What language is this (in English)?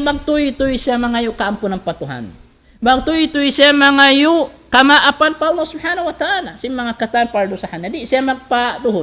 Tausug